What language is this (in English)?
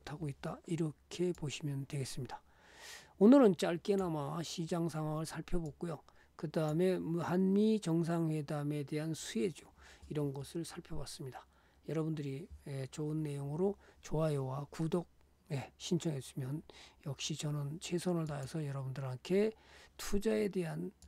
Korean